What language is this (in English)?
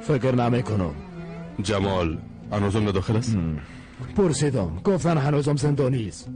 Persian